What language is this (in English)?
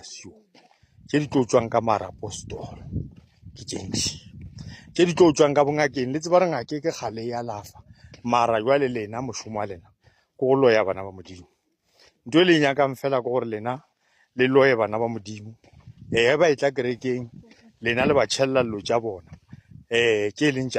Northern Sotho